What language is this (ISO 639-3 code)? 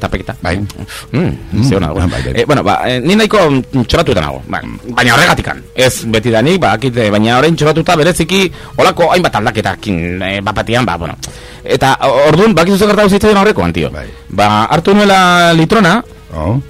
eus